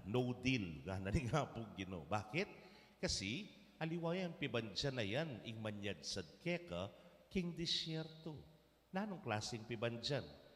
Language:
Pampanga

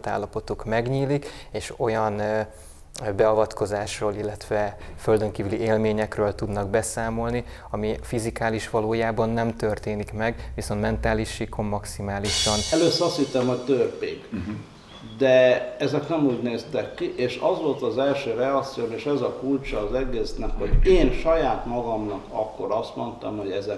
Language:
Hungarian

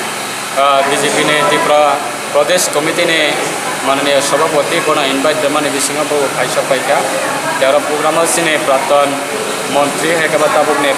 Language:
Kok Borok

